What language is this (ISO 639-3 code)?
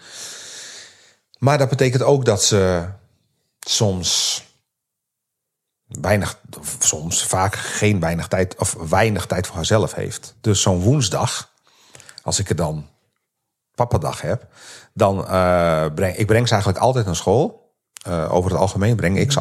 nld